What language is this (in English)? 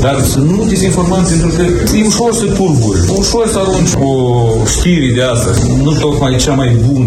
Romanian